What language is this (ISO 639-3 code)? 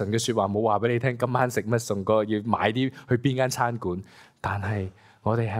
yue